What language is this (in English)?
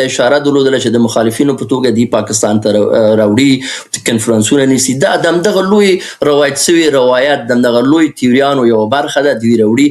Pashto